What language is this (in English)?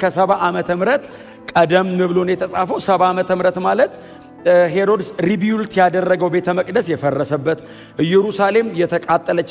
Amharic